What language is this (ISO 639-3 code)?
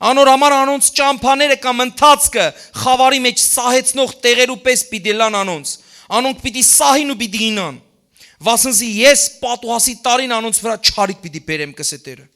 hyw